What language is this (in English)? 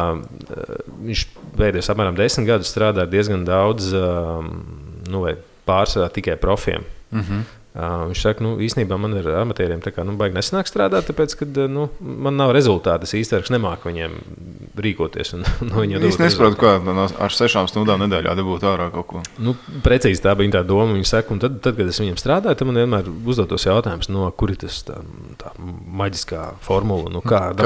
Latvian